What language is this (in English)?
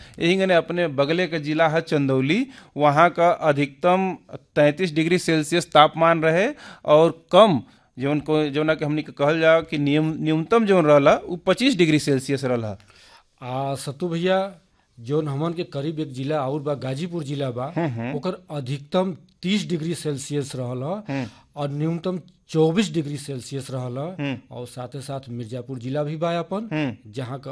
Bhojpuri